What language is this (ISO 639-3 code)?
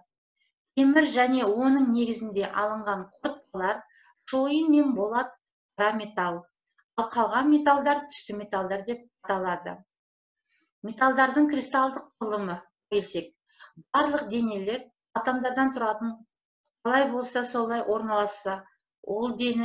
kaz